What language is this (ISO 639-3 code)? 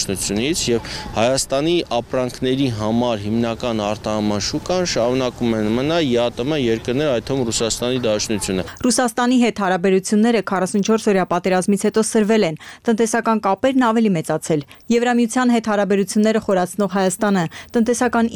hye